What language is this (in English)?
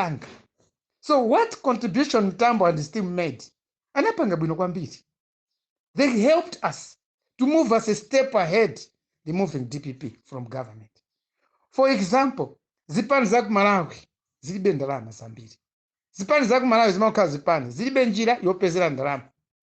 Nyanja